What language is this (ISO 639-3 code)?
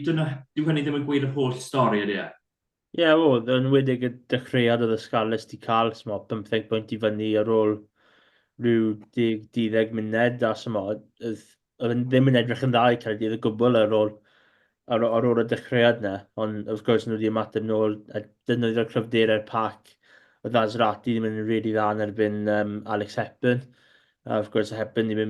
cym